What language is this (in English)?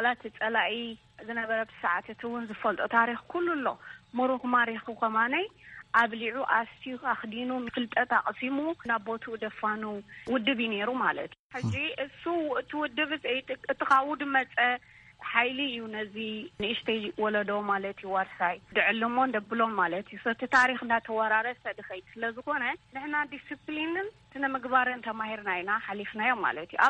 Tigrinya